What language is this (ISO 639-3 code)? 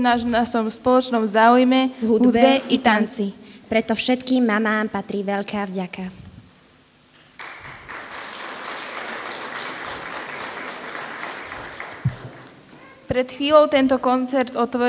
slk